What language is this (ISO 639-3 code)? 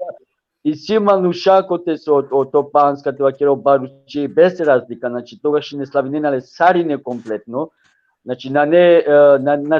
rmn